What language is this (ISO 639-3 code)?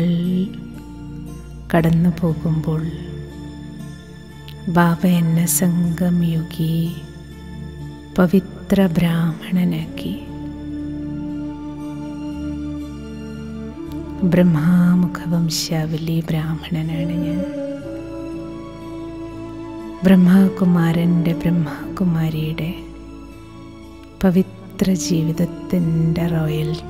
mal